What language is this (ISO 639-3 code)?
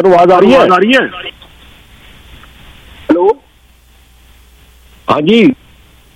pan